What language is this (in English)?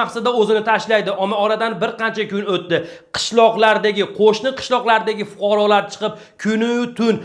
Uzbek